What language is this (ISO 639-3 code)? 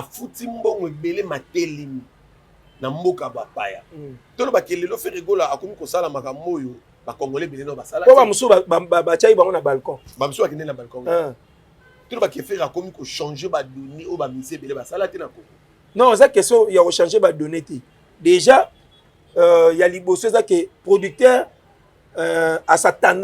lin